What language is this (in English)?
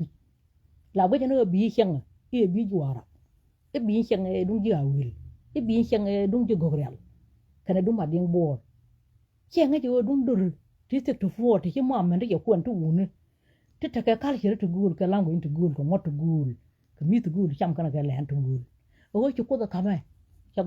Nuer